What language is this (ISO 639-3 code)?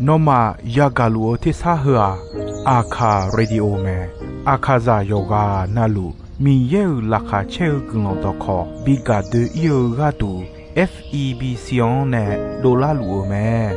ahk